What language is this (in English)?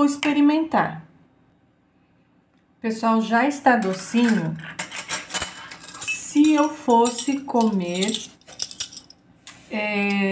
Portuguese